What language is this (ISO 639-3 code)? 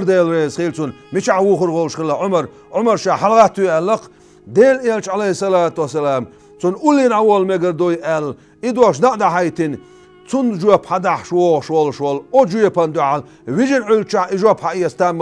che